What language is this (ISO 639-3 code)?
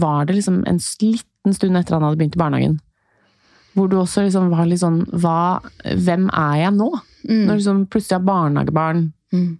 nor